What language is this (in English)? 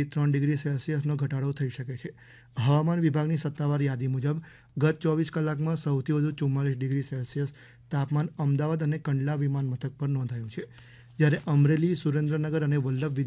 Gujarati